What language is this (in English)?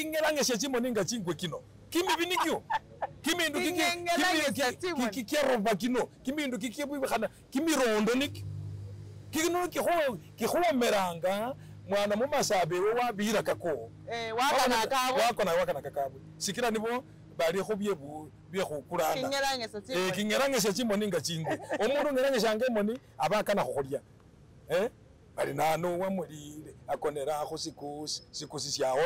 Masaaba